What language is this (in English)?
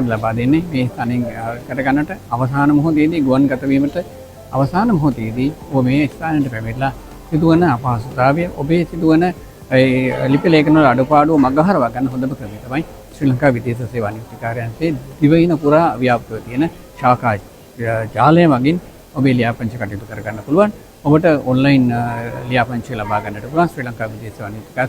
Sinhala